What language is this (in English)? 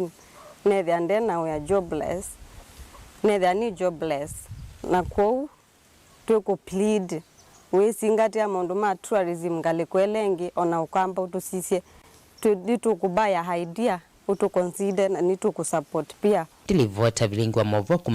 Kamba